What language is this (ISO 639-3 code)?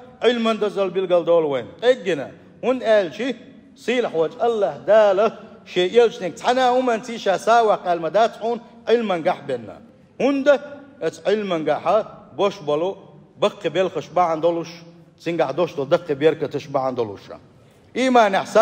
che